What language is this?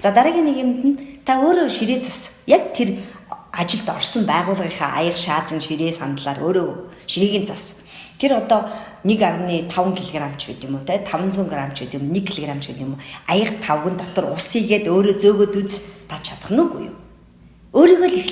Mongolian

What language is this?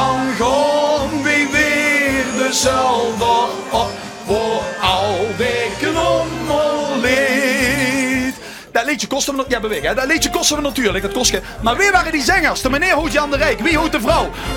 Limburgish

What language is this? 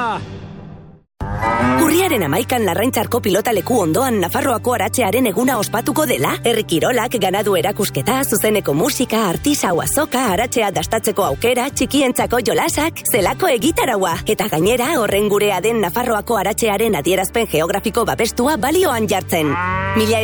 Basque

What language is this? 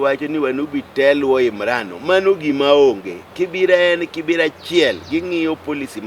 Luo (Kenya and Tanzania)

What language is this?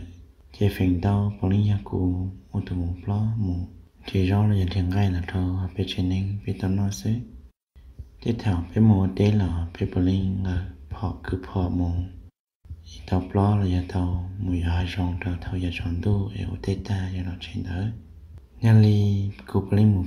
Hmong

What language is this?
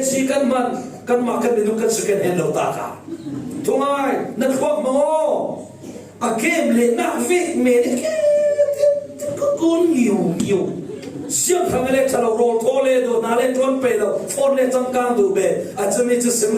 Falam Chin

